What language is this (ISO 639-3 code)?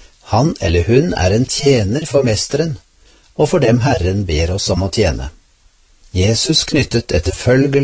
nor